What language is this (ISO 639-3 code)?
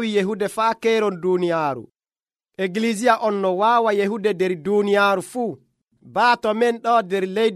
fuv